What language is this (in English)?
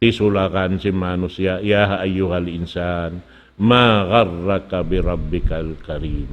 Tausug